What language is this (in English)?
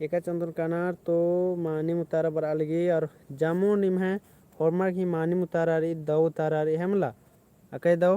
Kurukh